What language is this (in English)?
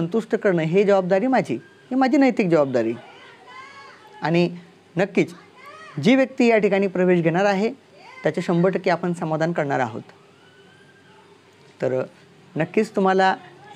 Marathi